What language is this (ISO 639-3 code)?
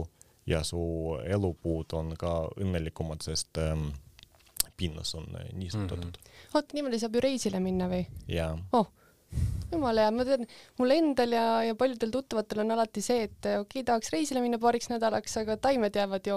est